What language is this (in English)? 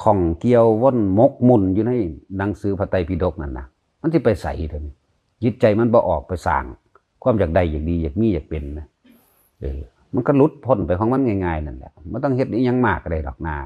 Northeastern Thai